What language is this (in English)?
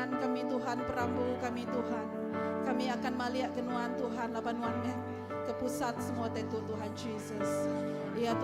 Iban